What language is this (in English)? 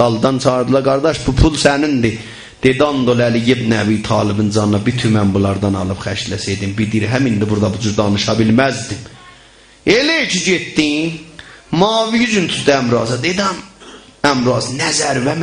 South Azerbaijani